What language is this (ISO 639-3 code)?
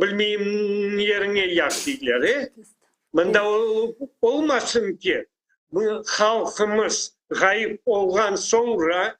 crh